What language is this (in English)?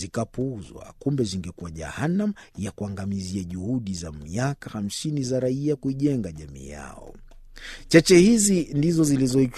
Swahili